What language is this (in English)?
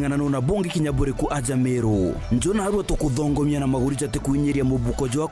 Meru